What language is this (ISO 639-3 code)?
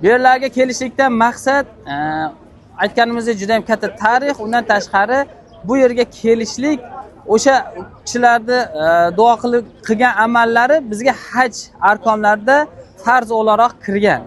uzb